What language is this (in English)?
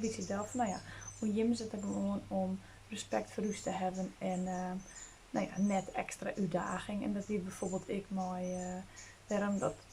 Western Frisian